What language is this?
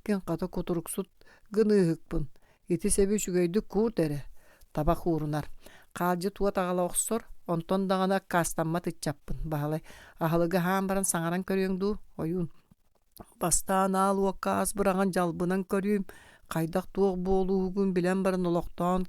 Yakut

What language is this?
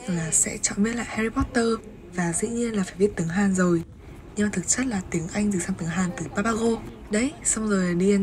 Vietnamese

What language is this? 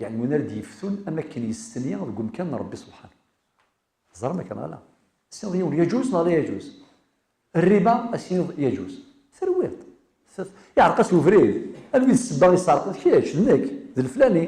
Kabyle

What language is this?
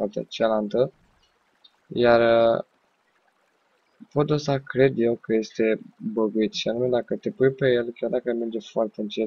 Romanian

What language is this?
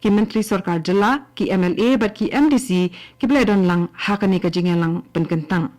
Khasi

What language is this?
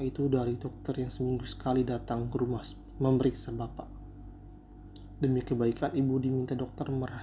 Indonesian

